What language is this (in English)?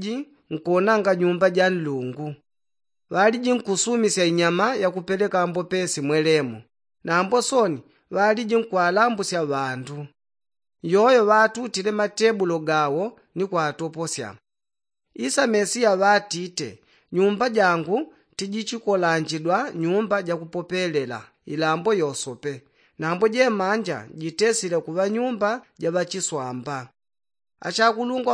Yao